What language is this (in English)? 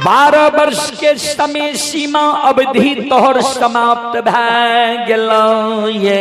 Maithili